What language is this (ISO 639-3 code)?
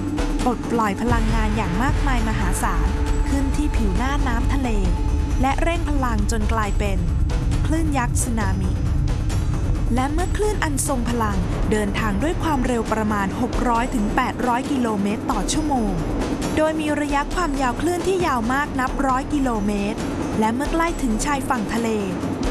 tha